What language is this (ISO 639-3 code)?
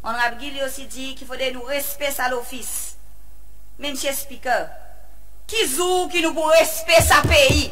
crs